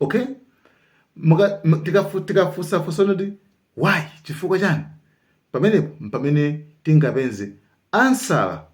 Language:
Nyanja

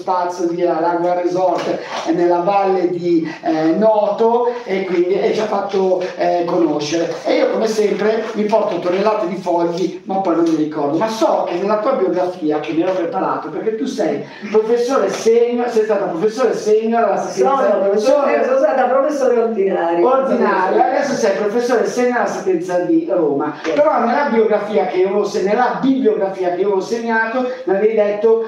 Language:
Italian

